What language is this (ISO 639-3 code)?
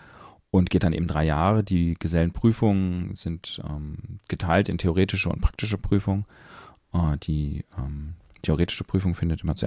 deu